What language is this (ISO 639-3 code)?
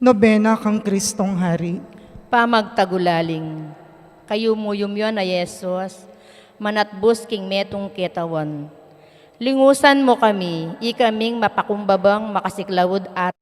pam